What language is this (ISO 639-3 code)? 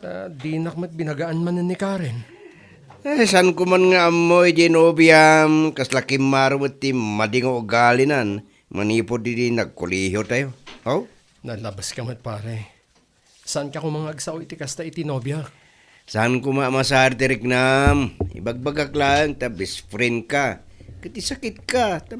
ilo